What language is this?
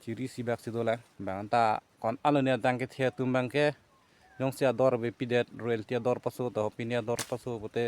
Karbi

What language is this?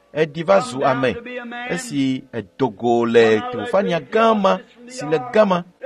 Ewe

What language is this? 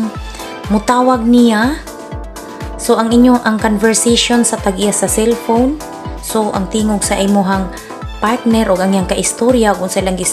Cebuano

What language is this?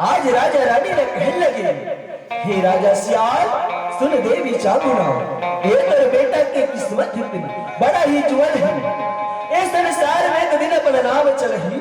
Chhattisgarhi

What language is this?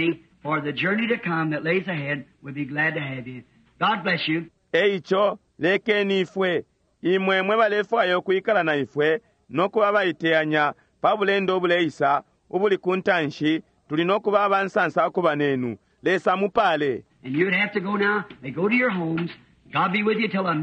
Bemba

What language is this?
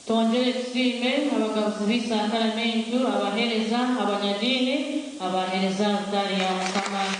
Nyankole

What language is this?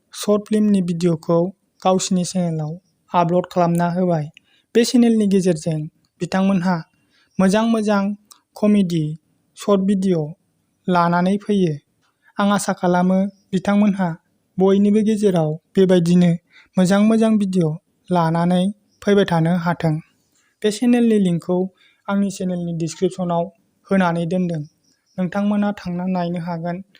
Bodo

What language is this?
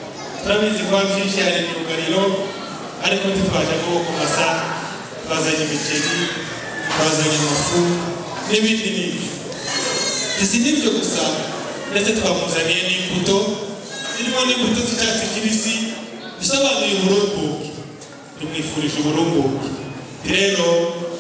Kinyarwanda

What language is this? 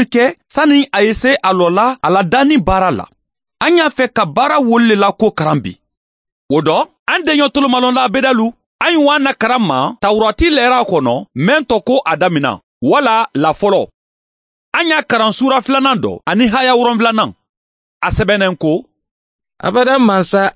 Mandingo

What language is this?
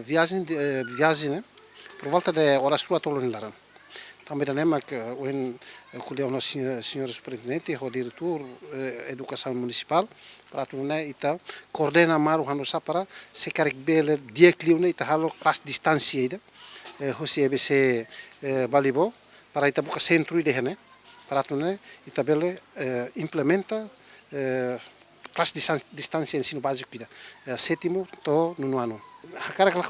Tetum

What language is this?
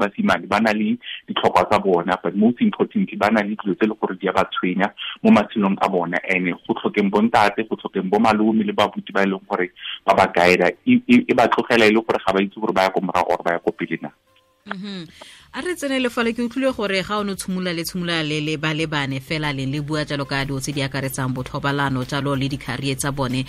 Tswana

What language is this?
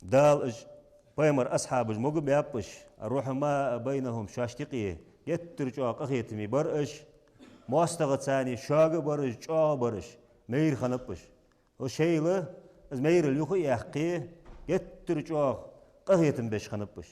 Ingush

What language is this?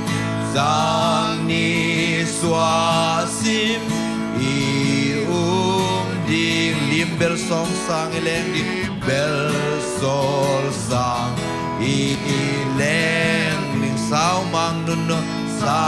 Tedim Chin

